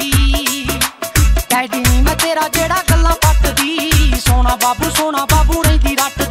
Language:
Punjabi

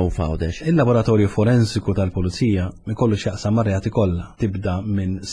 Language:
Maltese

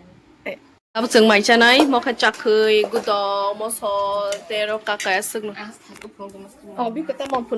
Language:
Kok Borok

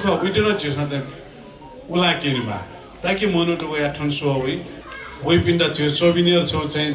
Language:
Newari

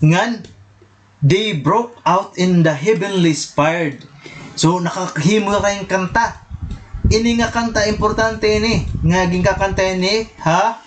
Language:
Waray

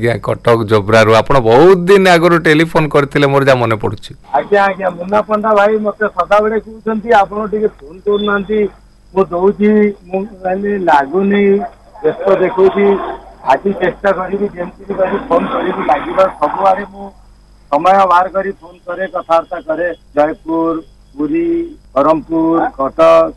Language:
Odia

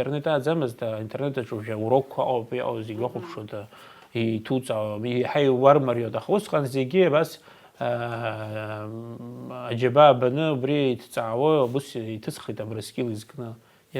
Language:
Abkhazian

